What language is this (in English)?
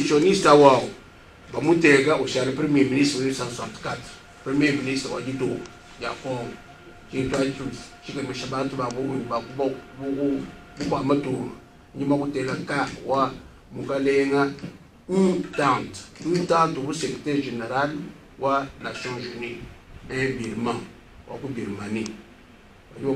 Luba-Lulua